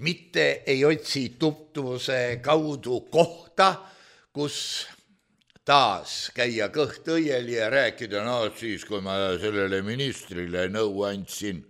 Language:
Estonian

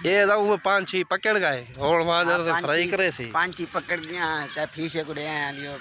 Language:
Saraiki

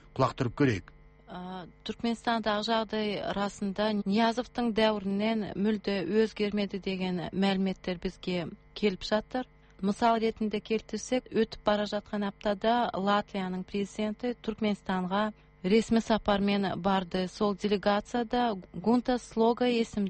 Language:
Kazakh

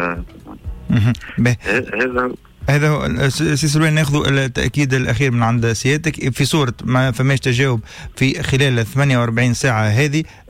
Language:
Tunisian Arabic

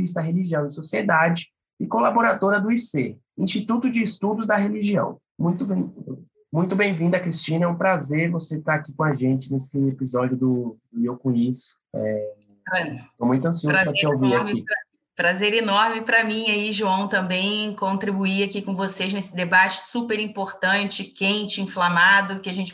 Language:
Portuguese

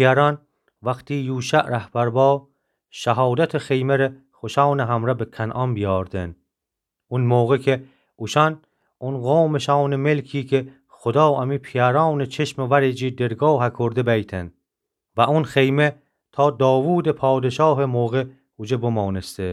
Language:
Gilaki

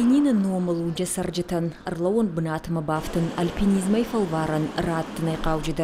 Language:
Ossetic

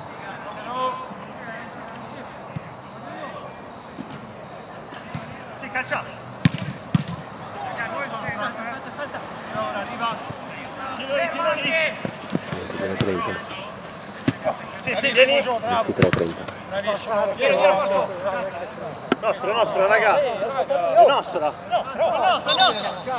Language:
Italian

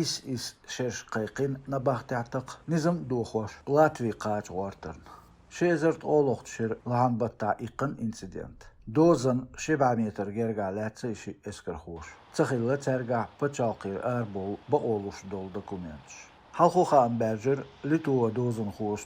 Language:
Chechen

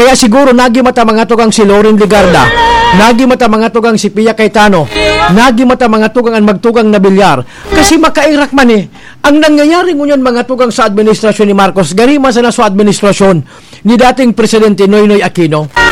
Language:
Bikol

